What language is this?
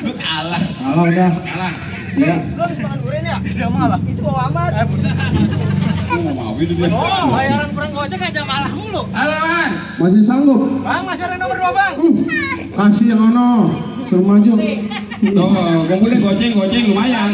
Betawi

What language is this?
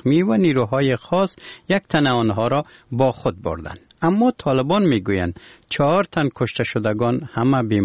Persian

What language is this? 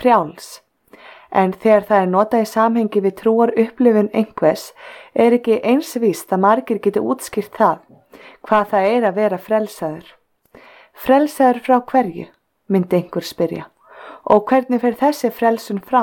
Icelandic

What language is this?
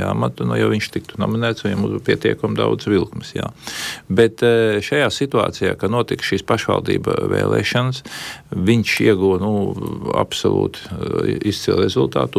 Latvian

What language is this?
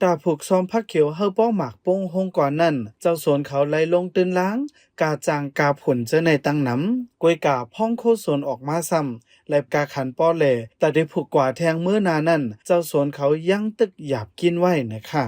Shan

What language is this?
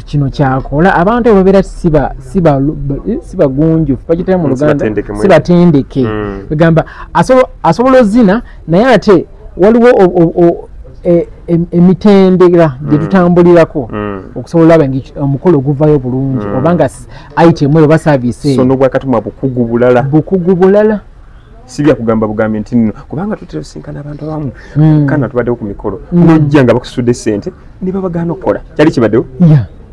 Ganda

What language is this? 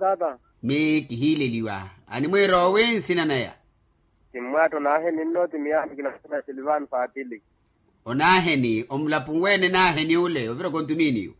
Makhuwa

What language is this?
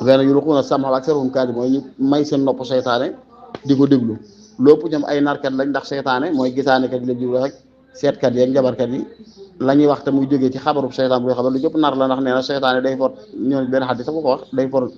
Wolof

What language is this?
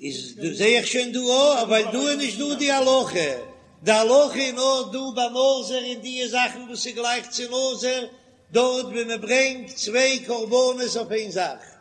Yiddish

